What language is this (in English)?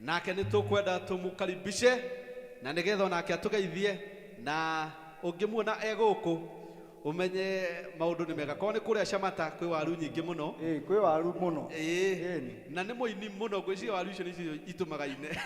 Kikuyu